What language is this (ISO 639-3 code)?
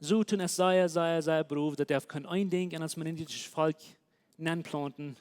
pdt